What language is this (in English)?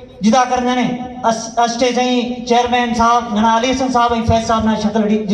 Brahui